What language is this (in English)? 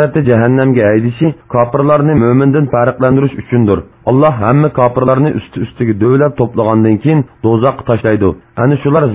Uyghur